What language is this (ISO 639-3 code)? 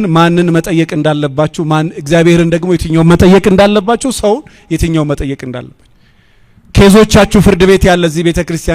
amh